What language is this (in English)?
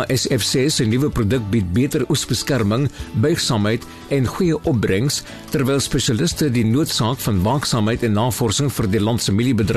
Afrikaans